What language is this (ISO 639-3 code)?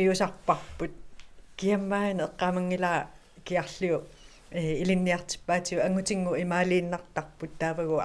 kal